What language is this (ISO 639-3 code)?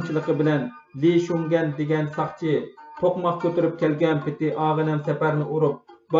uig